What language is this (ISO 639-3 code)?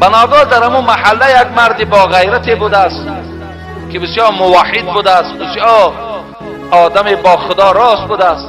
tgk